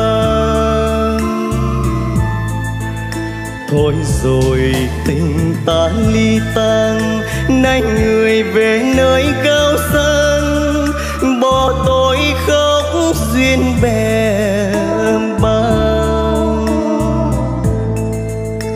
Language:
Vietnamese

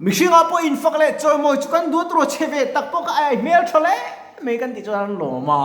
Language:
Mizo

